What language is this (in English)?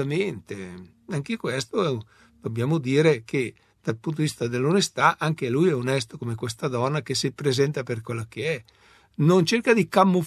Italian